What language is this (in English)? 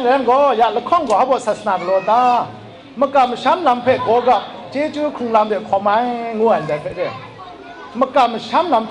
Kachin